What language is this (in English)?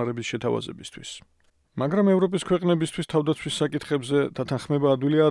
Georgian